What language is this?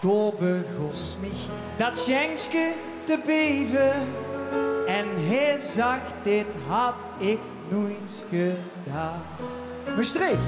Limburgish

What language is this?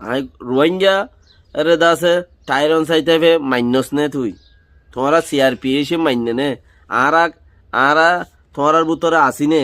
Rohingya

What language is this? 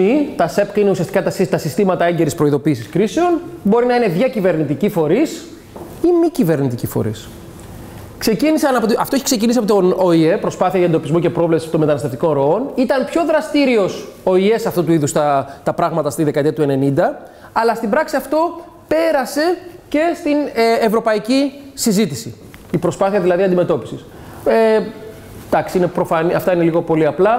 Greek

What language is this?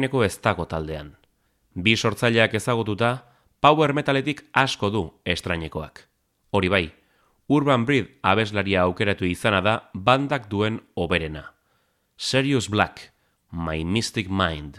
Basque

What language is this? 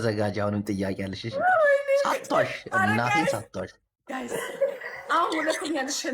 Amharic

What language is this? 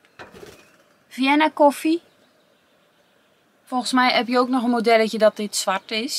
Dutch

